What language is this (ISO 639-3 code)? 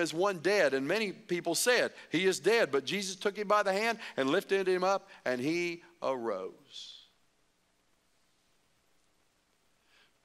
eng